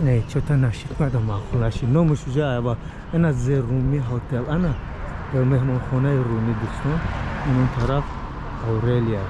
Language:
Tajik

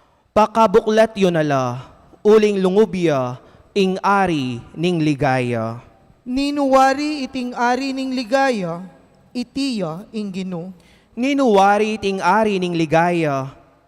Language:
Pampanga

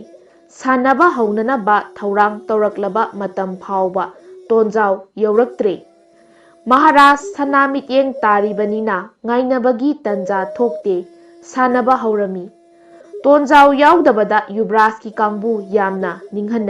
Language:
Manipuri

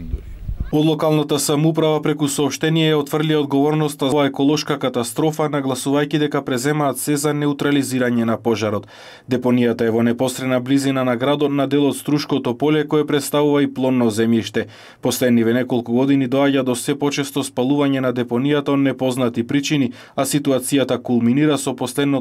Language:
Macedonian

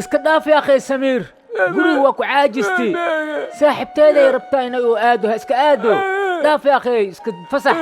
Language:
Somali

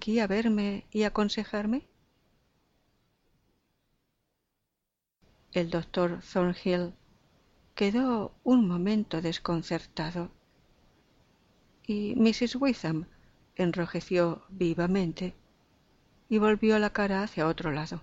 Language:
Spanish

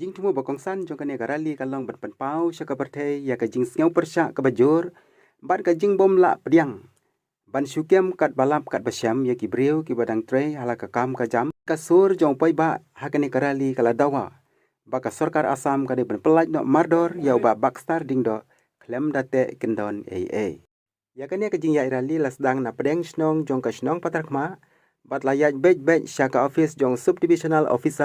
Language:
Khasi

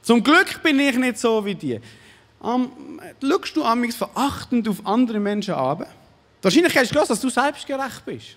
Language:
Swiss German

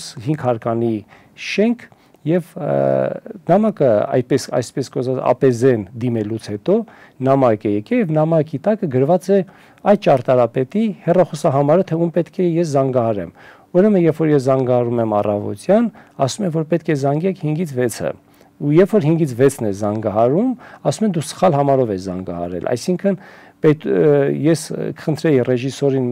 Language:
Armenian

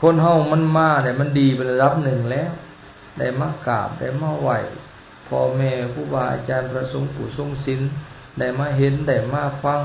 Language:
Lao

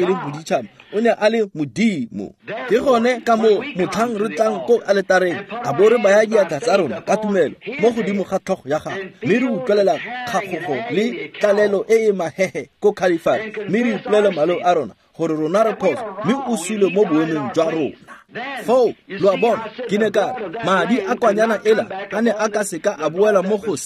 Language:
Tswana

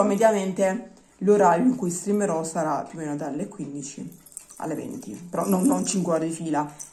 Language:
Italian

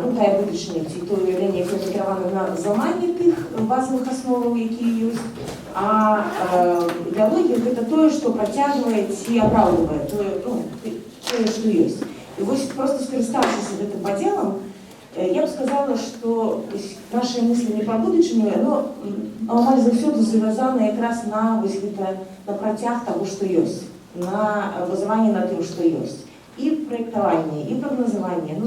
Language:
Belarusian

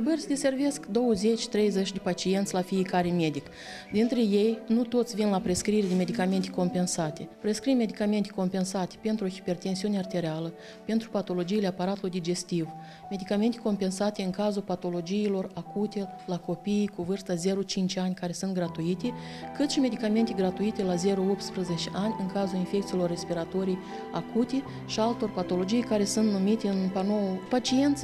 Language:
Romanian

